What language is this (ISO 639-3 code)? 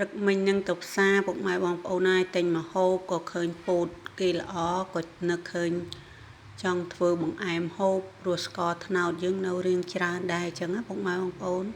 khm